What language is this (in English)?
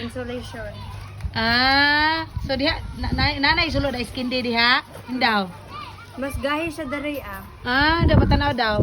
Cebuano